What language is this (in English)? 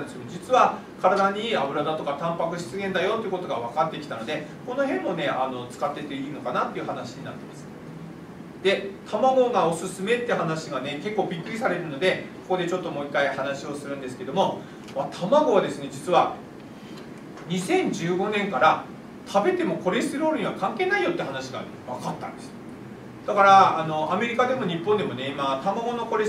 Japanese